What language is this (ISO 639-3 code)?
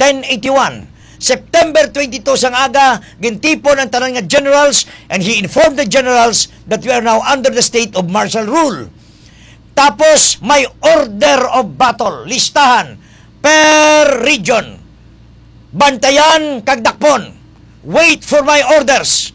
hil